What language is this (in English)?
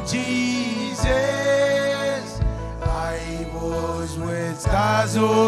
Marshallese